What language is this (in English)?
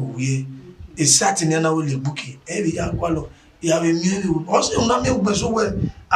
Bini